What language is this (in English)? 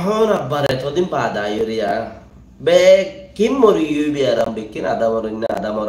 Rohingya